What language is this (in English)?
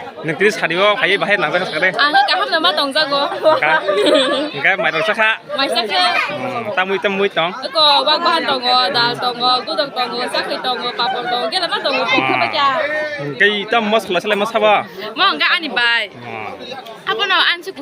Kok Borok